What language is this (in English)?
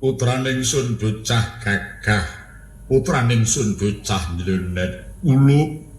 Javanese